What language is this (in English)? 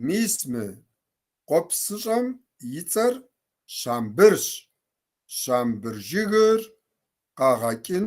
Kabardian